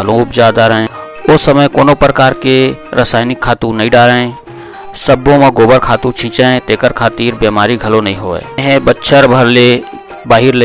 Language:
Chhattisgarhi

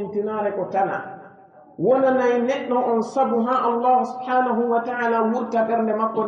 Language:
Pular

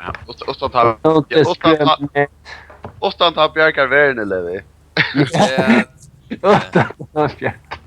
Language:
Faroese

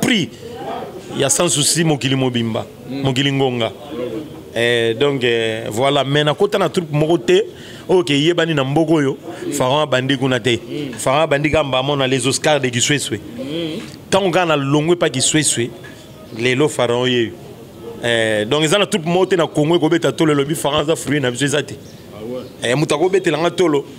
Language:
Lingala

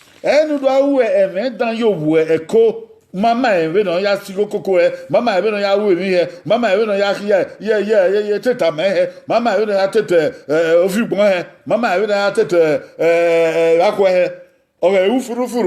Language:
Bini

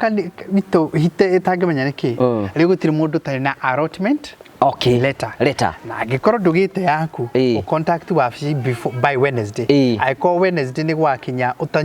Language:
Kikuyu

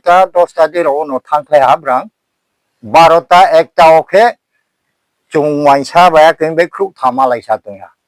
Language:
Riang (India)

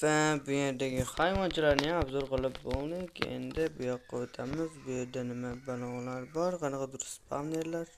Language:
Uzbek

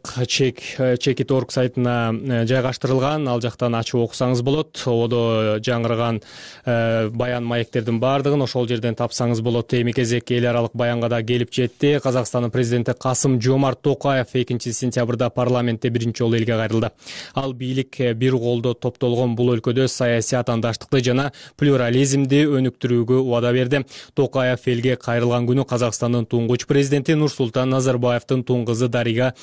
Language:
Kyrgyz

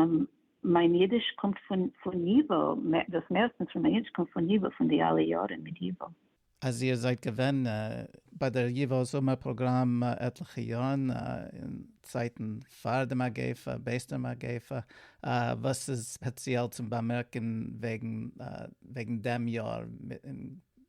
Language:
Yiddish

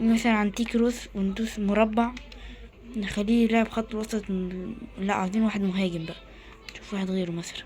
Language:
Egyptian Arabic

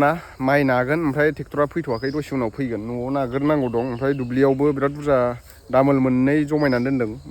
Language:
Bodo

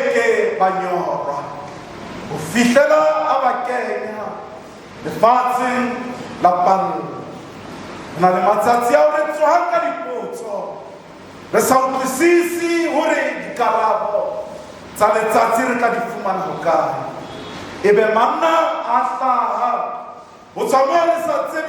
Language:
Southern Sotho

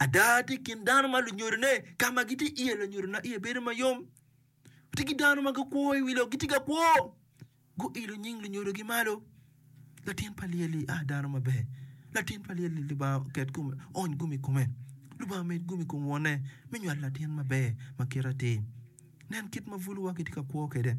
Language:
Acoli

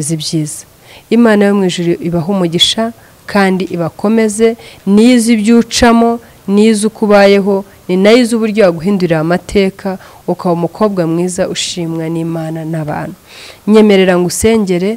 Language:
Kinyarwanda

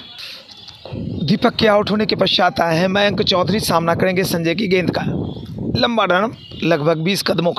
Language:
Hindi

